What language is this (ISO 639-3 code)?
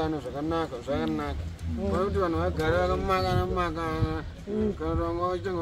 sna